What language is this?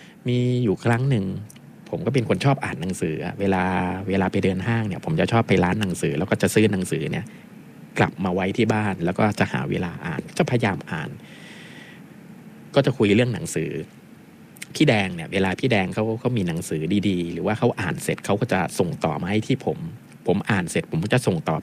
Thai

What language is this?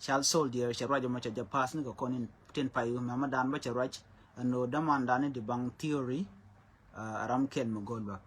Nuer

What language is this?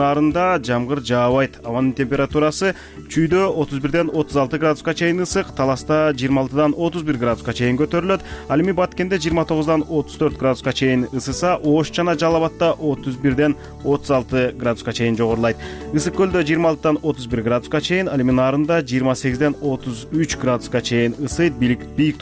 Kyrgyz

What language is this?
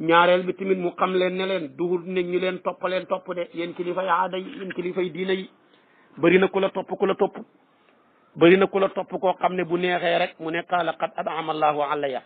Wolof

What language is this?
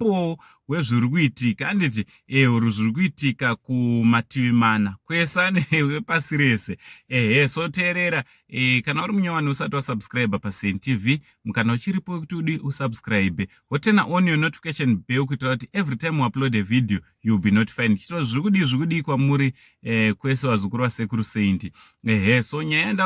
Shona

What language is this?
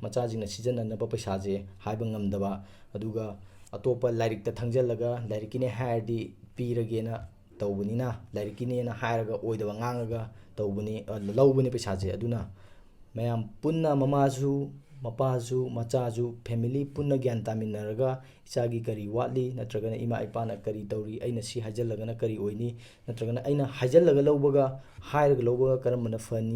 Manipuri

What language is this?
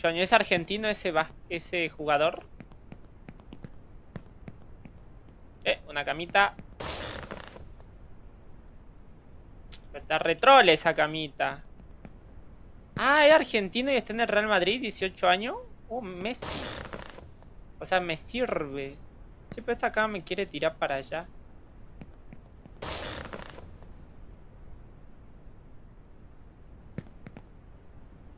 Spanish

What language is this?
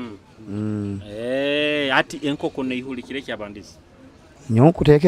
Tooro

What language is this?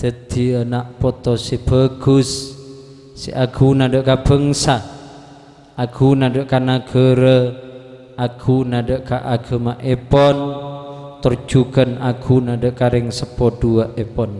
Madurese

